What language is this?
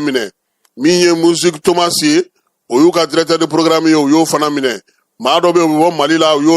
Bambara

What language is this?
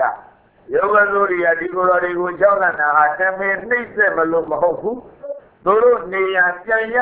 Burmese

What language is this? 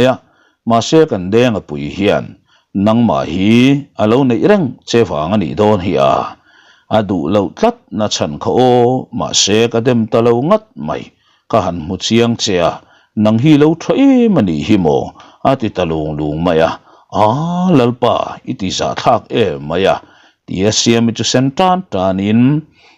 Mizo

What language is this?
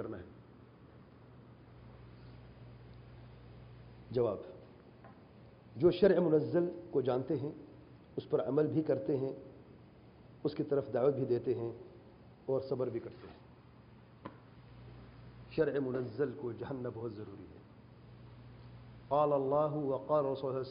Urdu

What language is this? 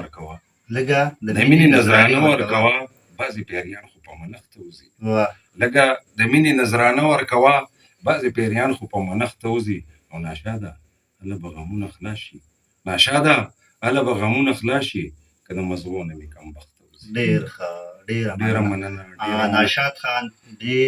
Pashto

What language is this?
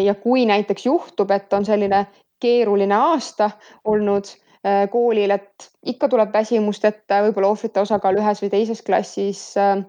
Estonian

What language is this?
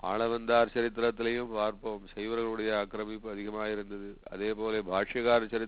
Tamil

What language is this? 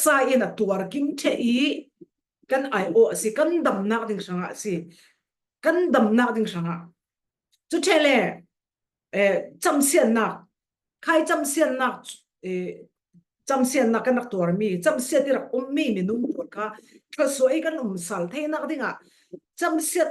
Falam Chin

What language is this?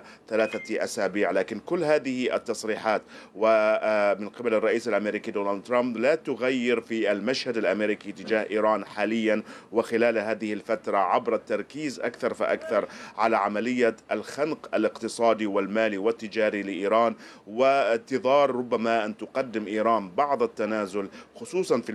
Arabic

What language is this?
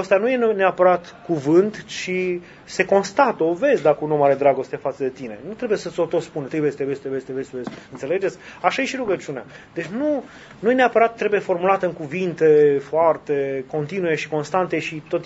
Romanian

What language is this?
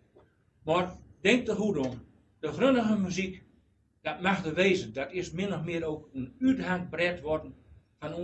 Gronings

